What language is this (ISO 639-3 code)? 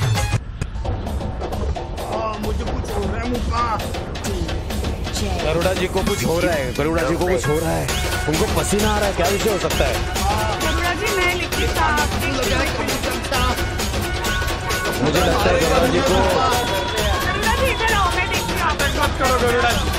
hin